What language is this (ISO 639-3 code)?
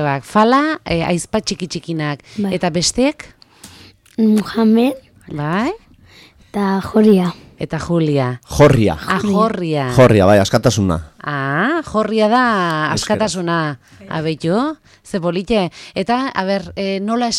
eus